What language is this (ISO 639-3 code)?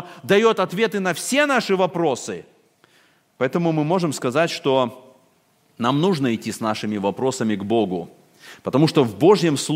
rus